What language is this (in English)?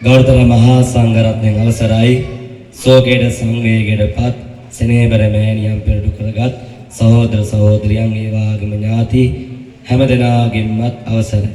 Sinhala